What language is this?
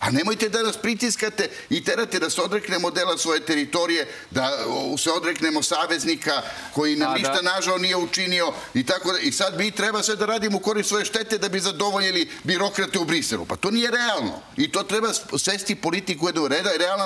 Serbian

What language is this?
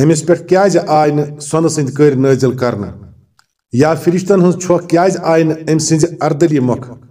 Kashmiri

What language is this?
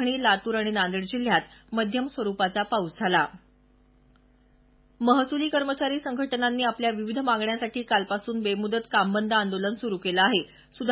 Marathi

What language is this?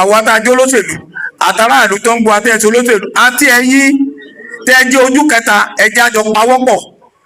Yoruba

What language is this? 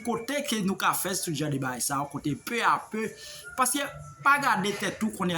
Haitian Creole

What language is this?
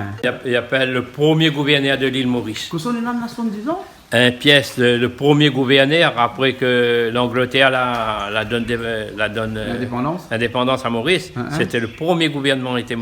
Réunion Creole French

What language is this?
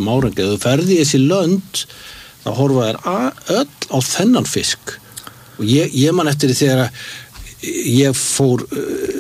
Icelandic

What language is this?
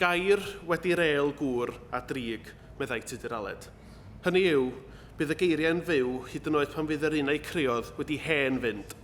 Welsh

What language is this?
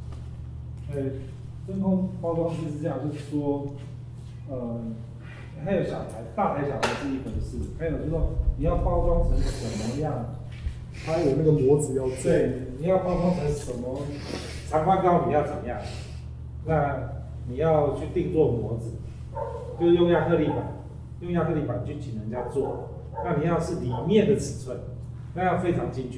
Chinese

